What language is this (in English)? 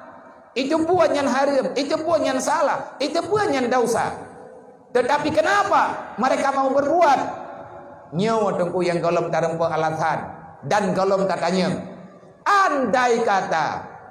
Achinese